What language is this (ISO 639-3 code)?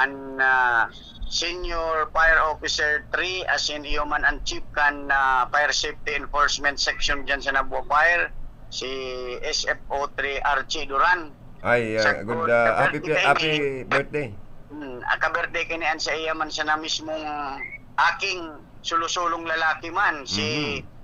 bik